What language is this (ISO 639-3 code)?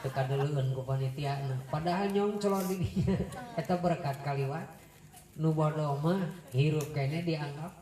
sun